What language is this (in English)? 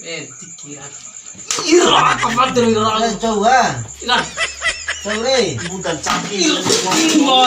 Bima